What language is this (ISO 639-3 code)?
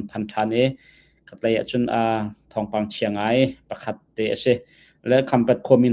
cnh